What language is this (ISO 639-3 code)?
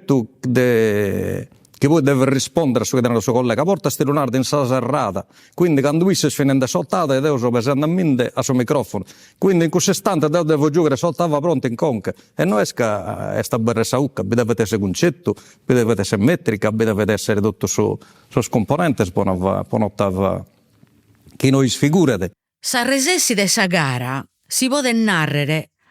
srd